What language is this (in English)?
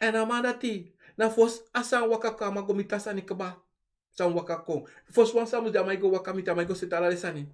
Sranan Tongo